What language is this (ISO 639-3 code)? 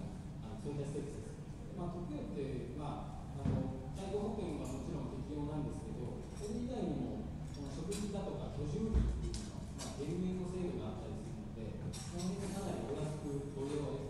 jpn